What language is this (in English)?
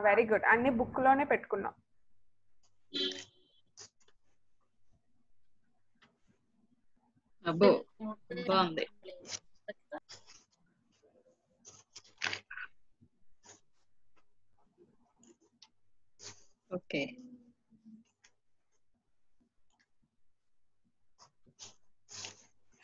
Telugu